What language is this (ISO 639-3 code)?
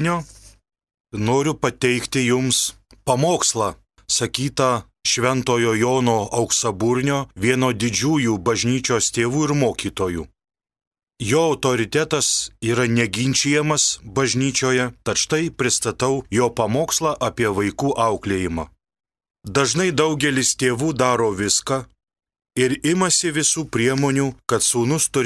lit